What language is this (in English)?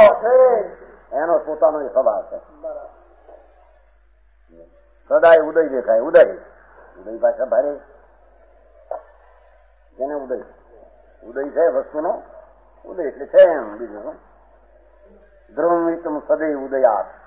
Gujarati